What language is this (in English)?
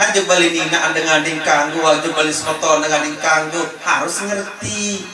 Sasak